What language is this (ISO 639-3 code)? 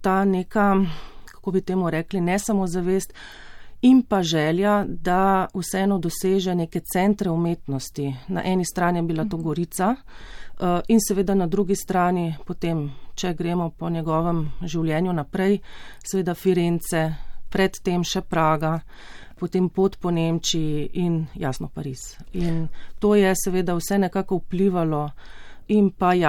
slv